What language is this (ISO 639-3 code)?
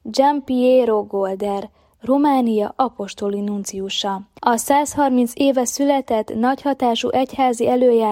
hun